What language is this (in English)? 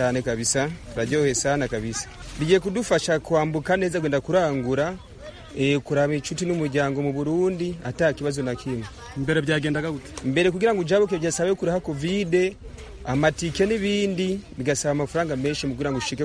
Kinyarwanda